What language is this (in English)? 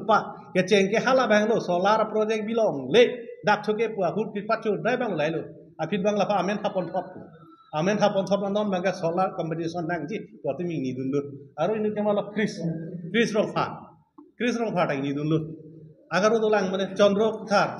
Karbi